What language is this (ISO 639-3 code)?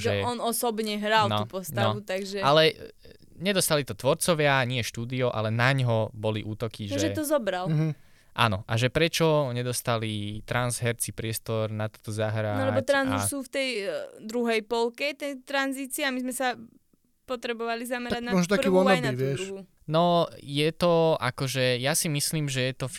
slk